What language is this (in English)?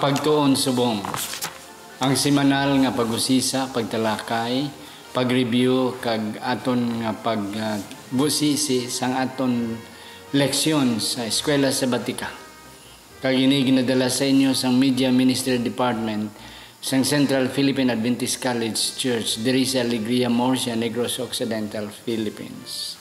Hiligaynon